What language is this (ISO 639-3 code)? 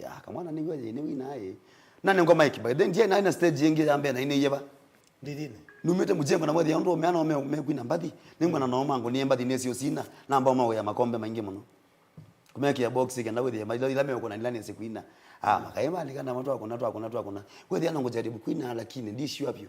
kam